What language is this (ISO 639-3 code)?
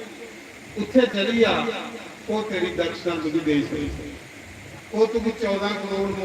doi